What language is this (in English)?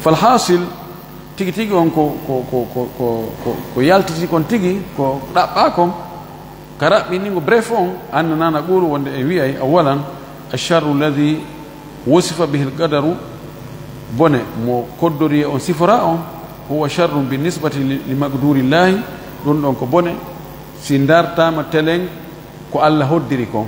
Fula